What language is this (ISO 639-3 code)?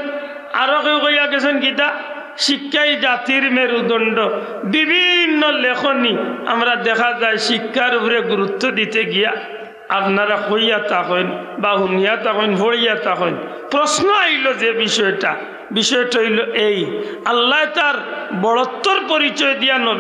syl